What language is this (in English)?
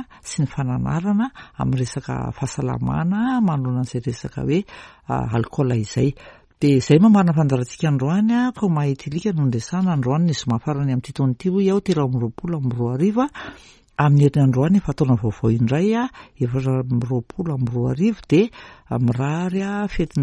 Malagasy